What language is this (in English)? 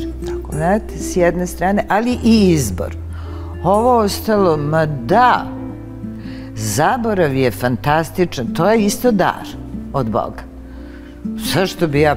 Serbian